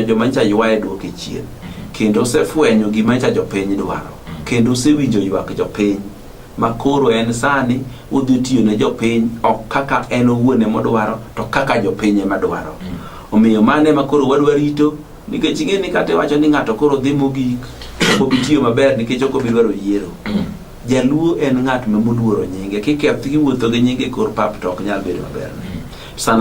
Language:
Luo (Kenya and Tanzania)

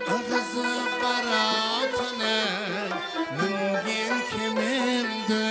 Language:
Kara-Kalpak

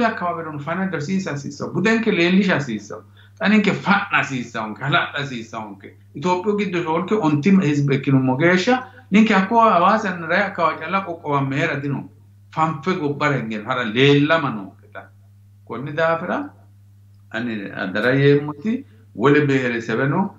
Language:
Sidamo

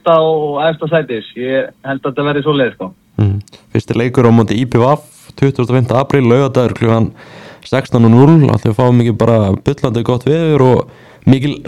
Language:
Icelandic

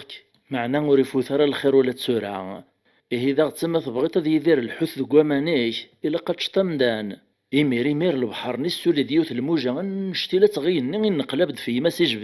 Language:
Kabyle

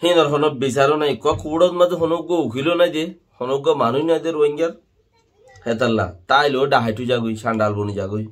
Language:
Rohingya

